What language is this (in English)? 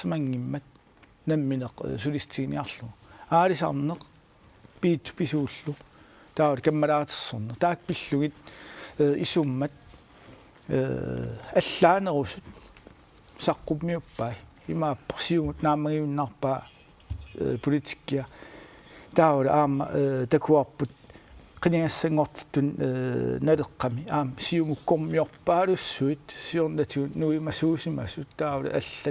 Kalaallisut